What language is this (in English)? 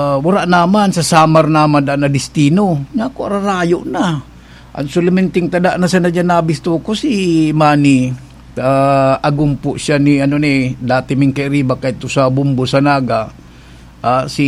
Bikol